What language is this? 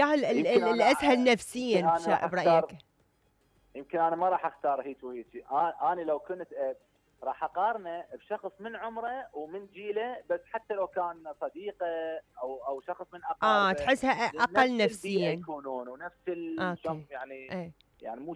Mesopotamian Arabic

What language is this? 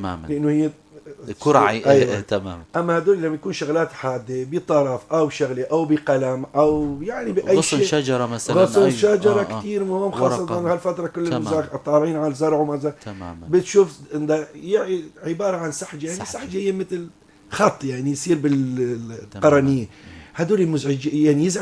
North Levantine Arabic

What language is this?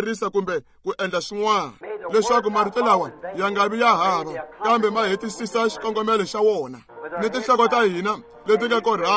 Tsonga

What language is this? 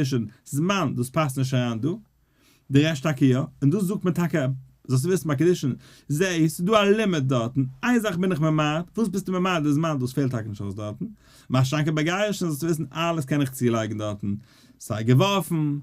Yiddish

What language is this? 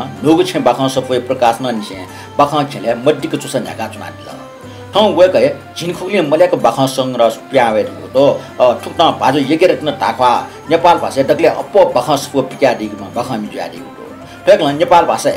Newari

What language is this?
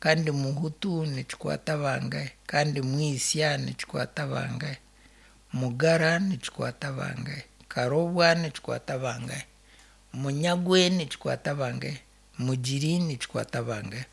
Nyankole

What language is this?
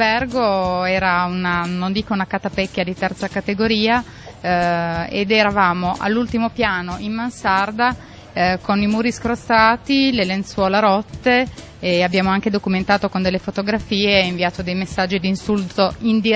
Italian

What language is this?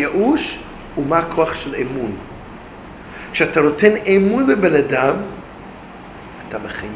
Hebrew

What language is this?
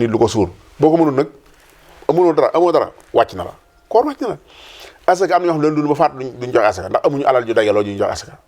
Wolof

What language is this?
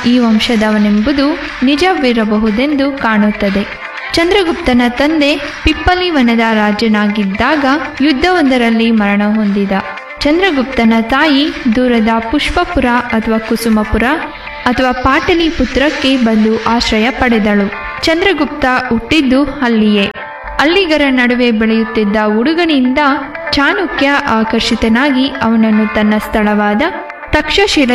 Kannada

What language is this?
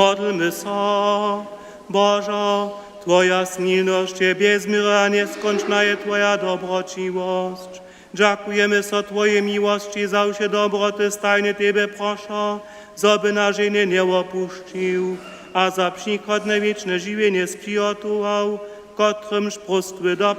Upper Sorbian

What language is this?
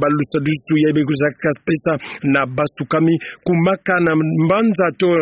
Kituba (Democratic Republic of Congo)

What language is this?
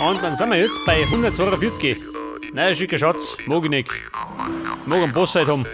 Bavarian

